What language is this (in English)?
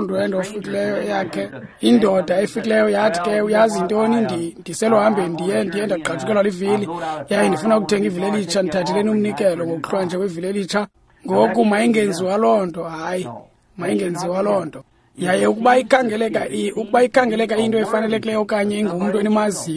Xhosa